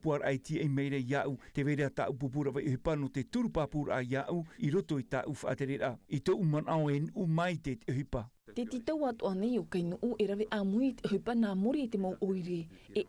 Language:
Tahitian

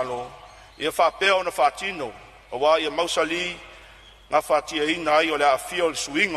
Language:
Samoan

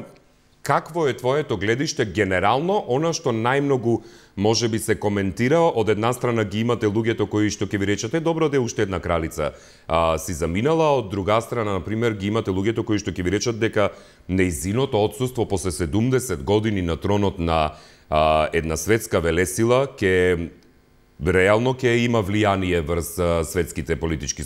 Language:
Macedonian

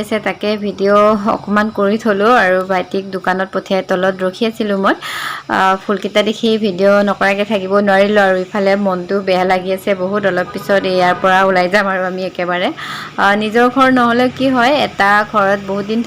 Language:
Assamese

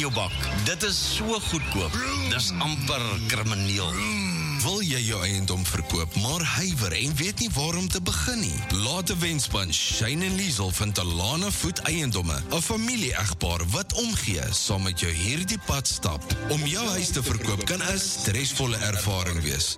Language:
Afrikaans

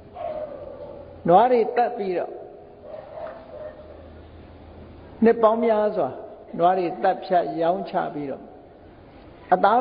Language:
Burmese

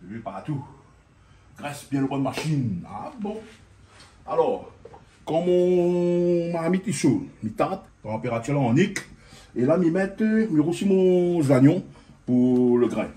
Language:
Réunion Creole French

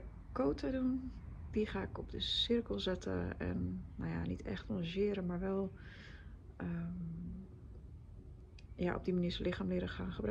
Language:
Dutch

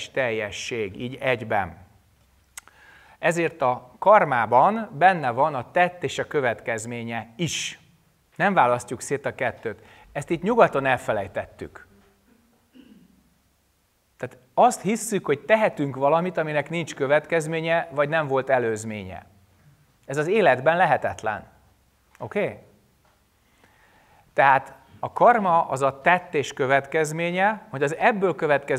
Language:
Hungarian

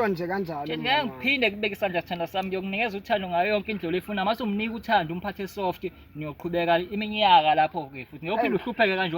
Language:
Zulu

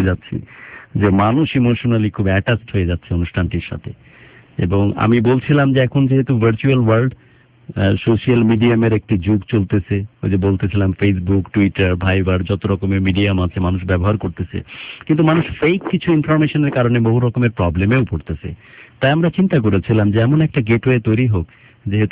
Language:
Bangla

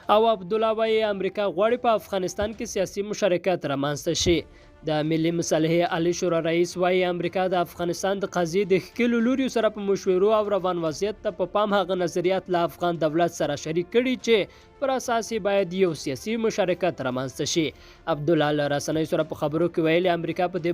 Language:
Pashto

